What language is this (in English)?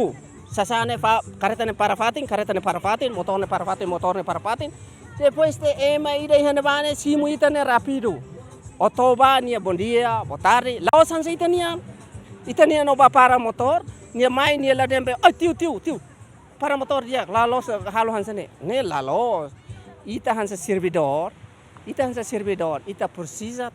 Tetum